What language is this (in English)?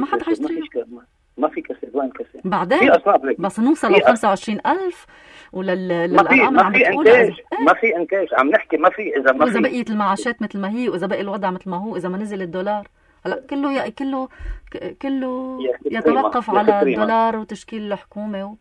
North Levantine Arabic